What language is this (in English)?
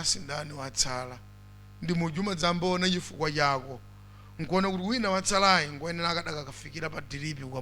Nyanja